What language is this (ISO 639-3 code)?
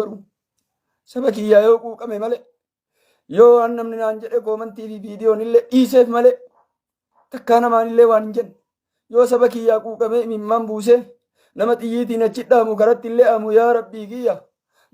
orm